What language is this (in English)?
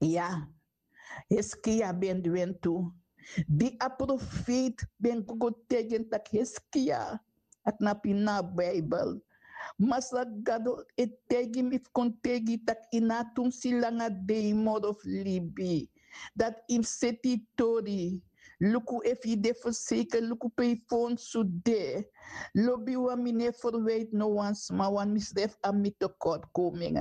Sranan Tongo